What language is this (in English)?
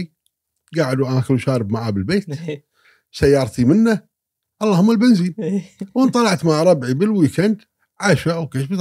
Gulf Arabic